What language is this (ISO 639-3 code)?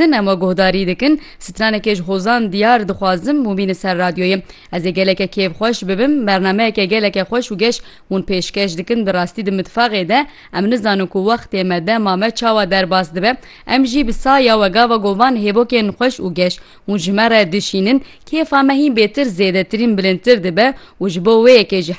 kur